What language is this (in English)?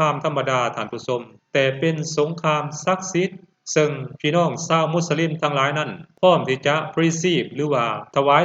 Lao